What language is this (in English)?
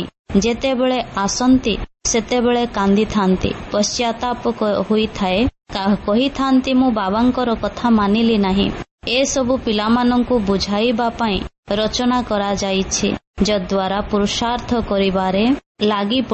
Odia